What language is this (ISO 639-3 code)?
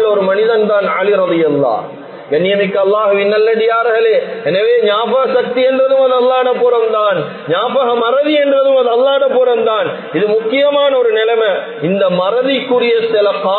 tam